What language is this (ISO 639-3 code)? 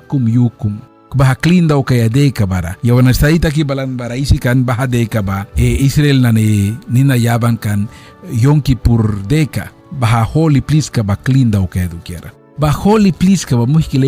miq